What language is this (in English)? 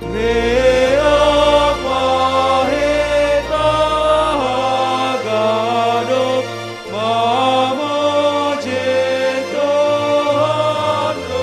Batak Simalungun